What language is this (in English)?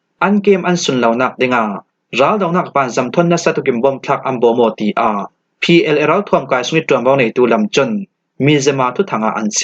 Falam Chin